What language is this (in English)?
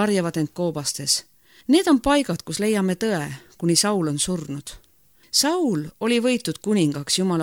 Estonian